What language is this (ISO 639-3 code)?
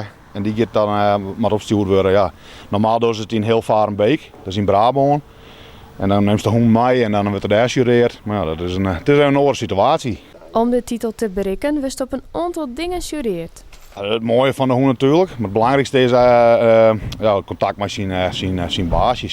fry